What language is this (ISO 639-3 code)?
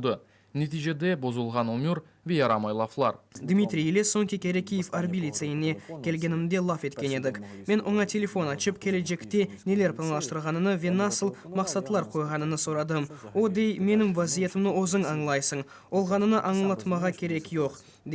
crh